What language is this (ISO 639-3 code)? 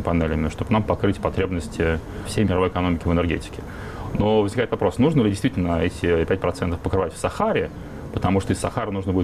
rus